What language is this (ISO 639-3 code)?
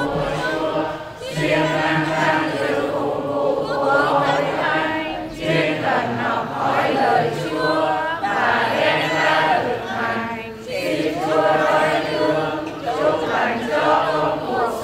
vie